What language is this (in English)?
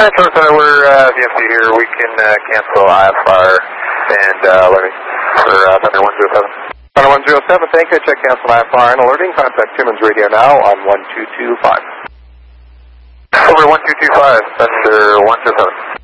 English